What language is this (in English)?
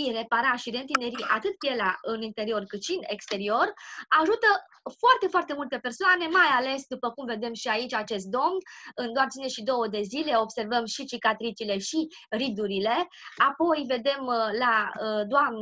Romanian